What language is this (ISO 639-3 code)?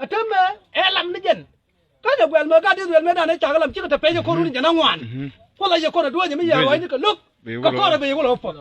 nus